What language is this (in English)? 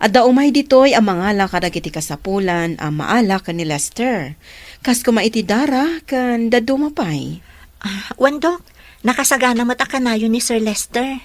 Iloko